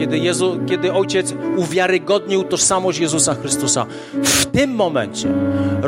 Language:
Polish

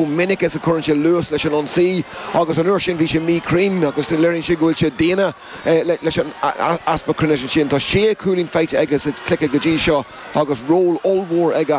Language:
Irish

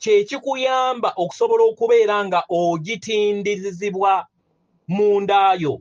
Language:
Ganda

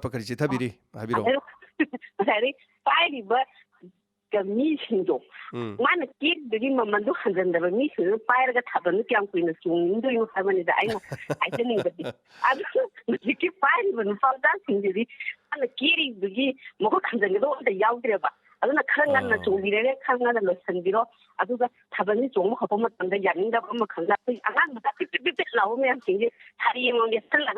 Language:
Manipuri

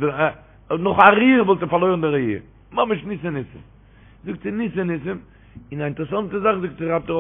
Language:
Yiddish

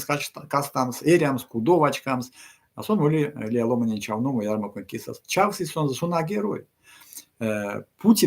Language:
Erzya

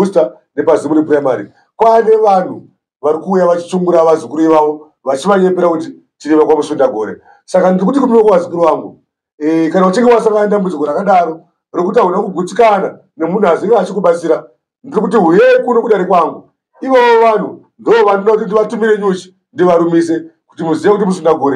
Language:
Shona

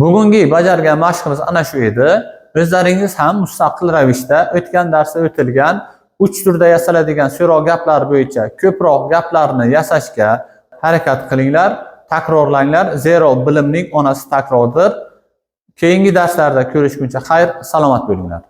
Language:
Uzbek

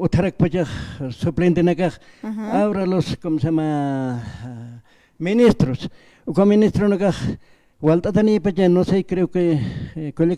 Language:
Aymara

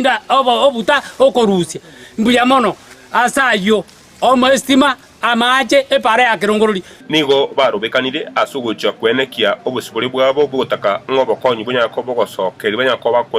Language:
Gusii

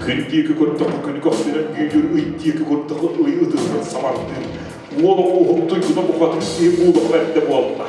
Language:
Yakut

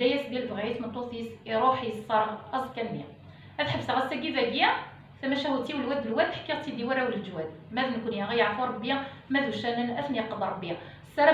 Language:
Kabyle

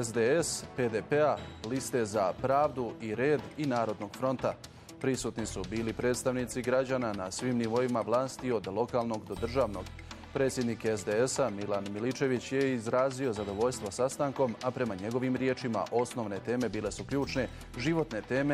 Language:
Bosnian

